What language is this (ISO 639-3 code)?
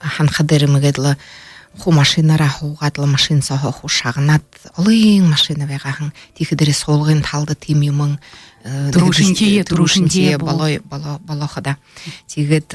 bua